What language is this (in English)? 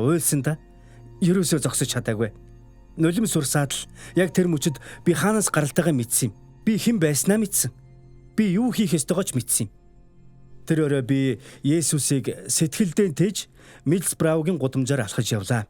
Mongolian